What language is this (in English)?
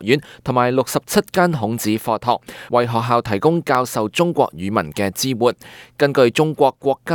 Cantonese